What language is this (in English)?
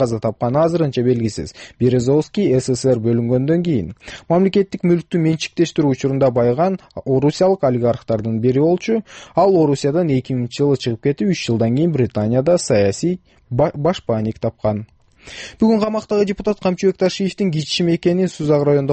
Kyrgyz